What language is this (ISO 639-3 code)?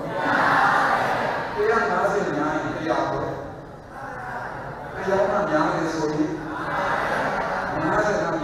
mya